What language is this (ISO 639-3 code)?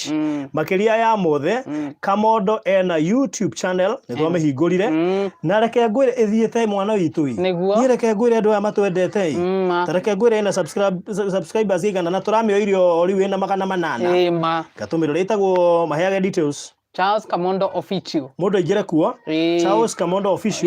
kik